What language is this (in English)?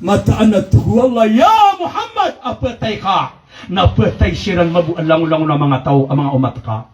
Maranao